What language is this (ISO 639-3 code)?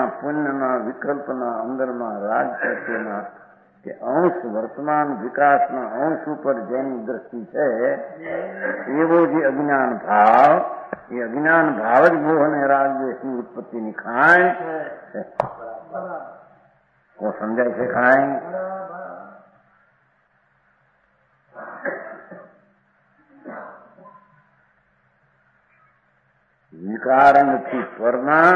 guj